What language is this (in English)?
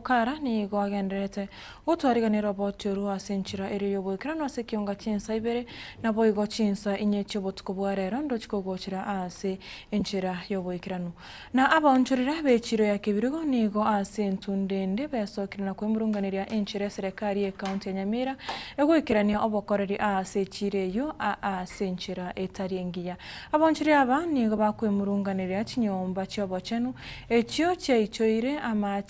Gusii